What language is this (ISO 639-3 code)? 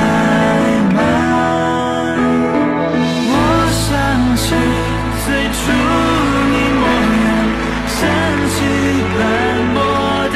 zho